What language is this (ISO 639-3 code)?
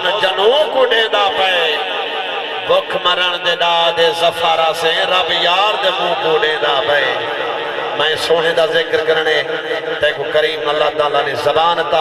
skr